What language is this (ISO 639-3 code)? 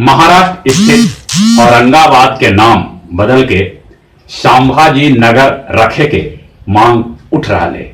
mag